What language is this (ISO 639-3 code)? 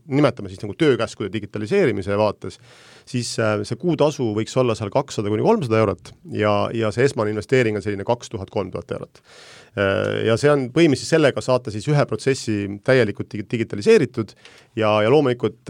est